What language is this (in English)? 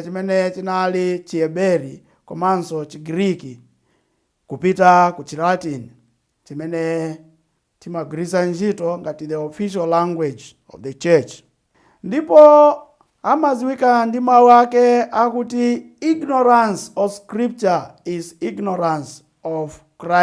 Nyanja